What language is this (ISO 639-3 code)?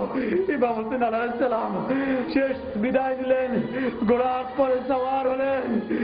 ben